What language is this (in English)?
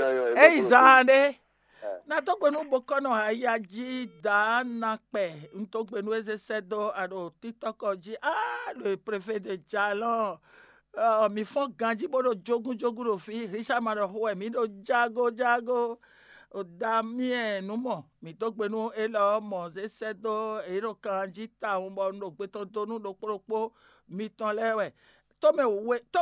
Fon